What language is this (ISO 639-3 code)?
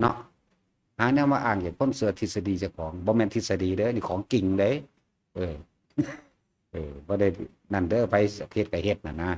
lao